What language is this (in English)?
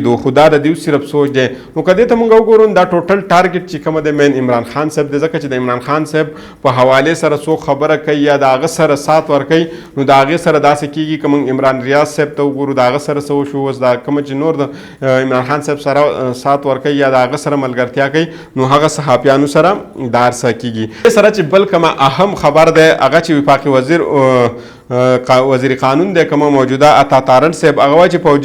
Pashto